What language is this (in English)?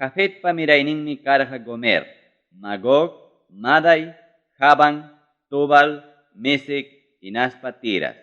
Ayacucho Quechua